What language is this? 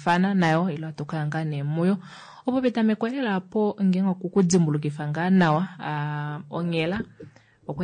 Kuanyama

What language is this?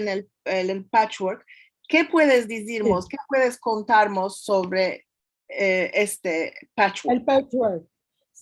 Ladino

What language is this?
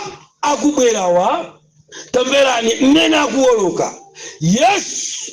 Nyanja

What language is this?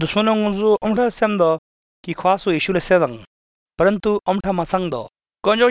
Hindi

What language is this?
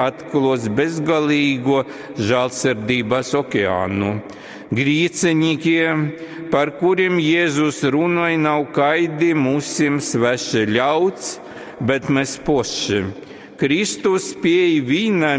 Latgalian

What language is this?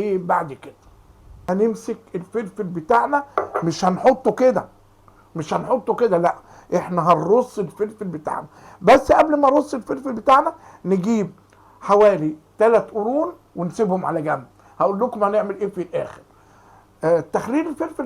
Egyptian Arabic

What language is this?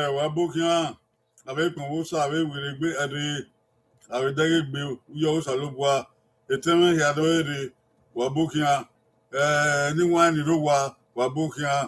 Bini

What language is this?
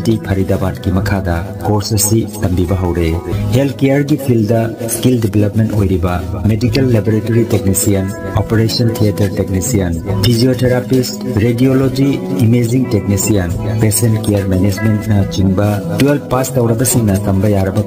Manipuri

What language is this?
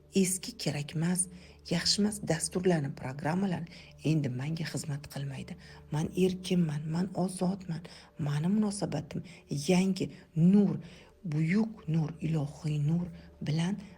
Uzbek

